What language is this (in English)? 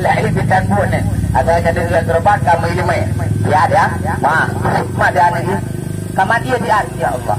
Achinese